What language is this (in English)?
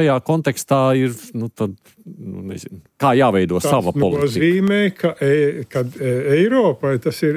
Latvian